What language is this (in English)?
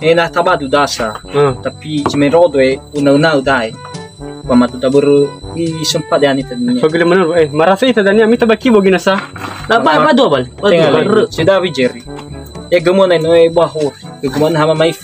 Nias